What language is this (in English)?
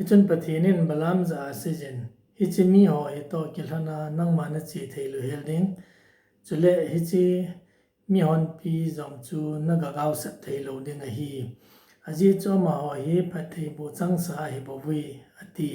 Thado Chin